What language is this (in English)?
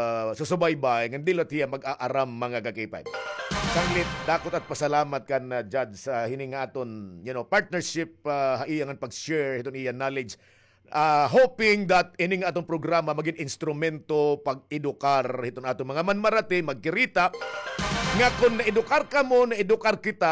Waray